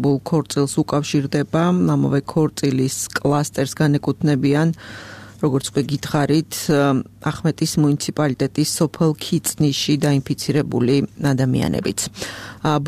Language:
Georgian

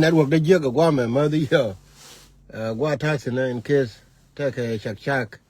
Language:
Nuer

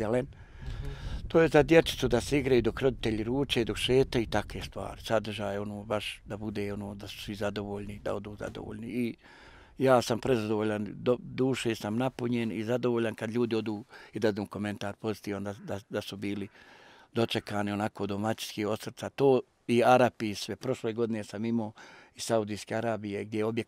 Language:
Bosnian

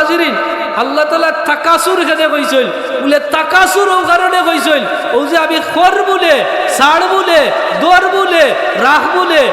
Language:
Sylheti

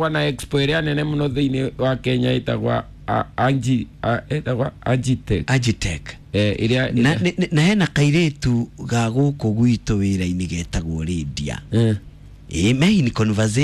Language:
Kikuyu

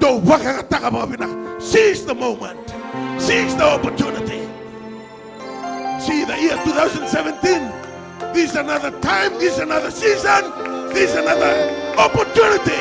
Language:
Fijian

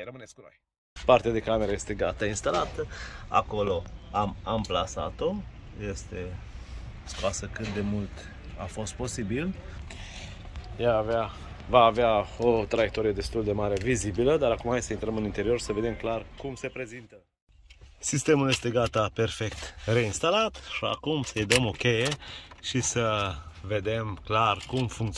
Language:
Romanian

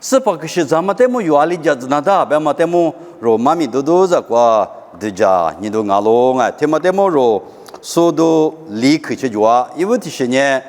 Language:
Lisu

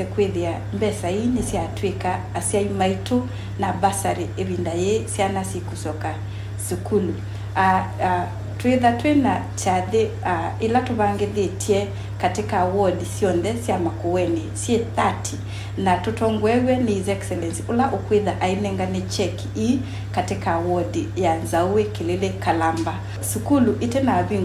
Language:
Kamba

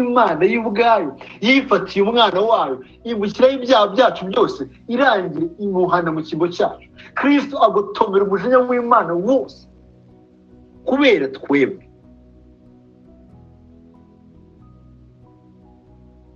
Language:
Kinyarwanda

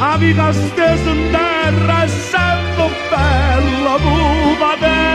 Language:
Neapolitan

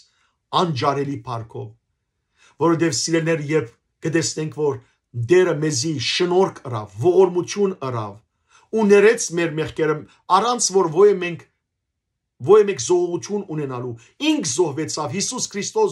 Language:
Western Armenian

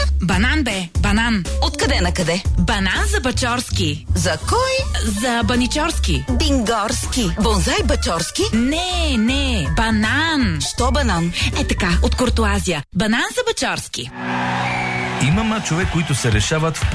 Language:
Bulgarian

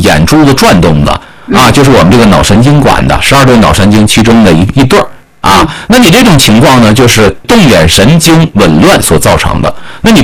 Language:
Chinese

